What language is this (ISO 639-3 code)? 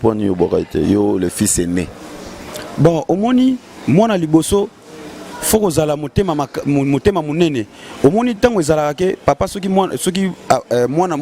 lin